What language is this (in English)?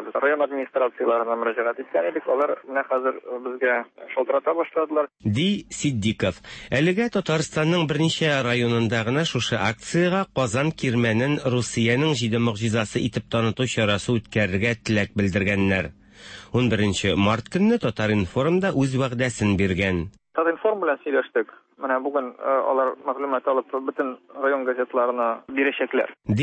Tatar